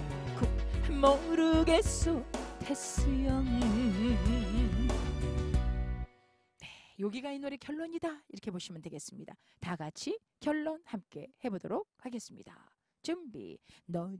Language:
Korean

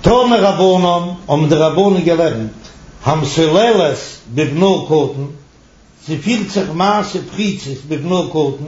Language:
Yiddish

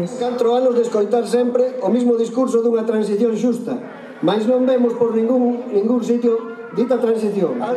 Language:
Galician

